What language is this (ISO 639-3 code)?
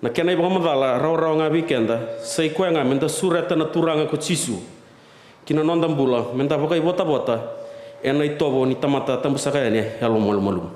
fij